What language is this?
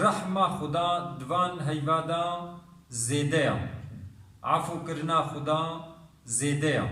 Kurdish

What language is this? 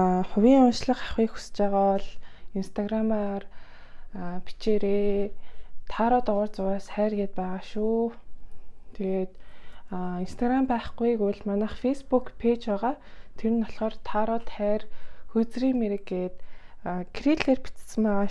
Mongolian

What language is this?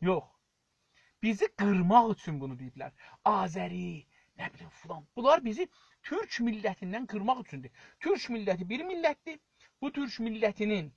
South Azerbaijani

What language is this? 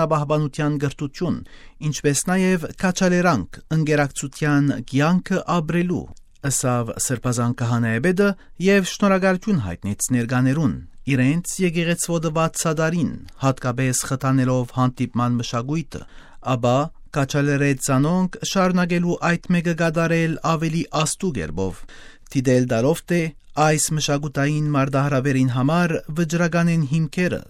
Armenian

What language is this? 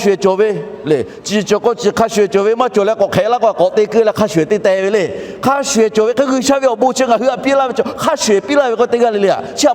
Lahu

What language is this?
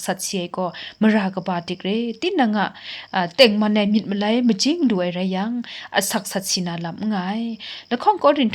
Kachin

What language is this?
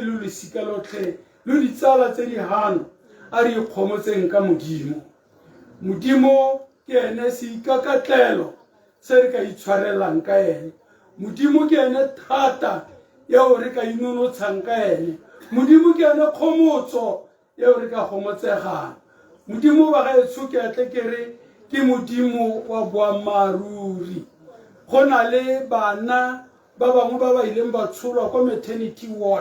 Tswana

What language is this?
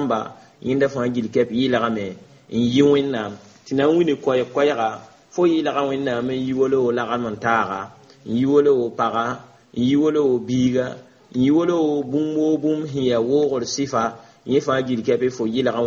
Mossi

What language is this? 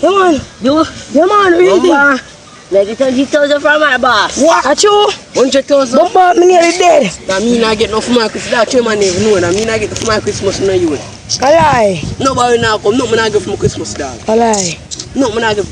Jamaican Creole English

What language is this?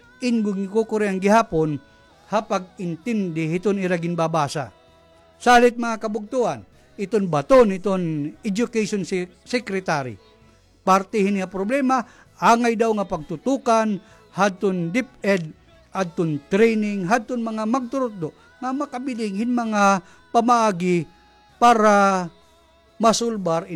Waray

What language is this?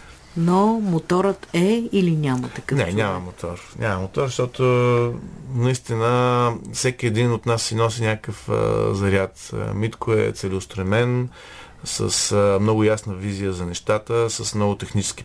Bulgarian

